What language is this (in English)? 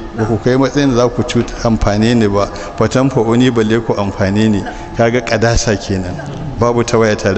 Hausa